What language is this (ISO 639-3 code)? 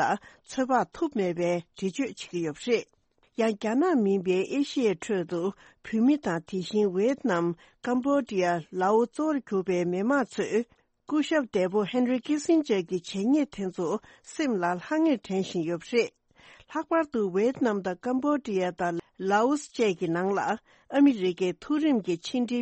bod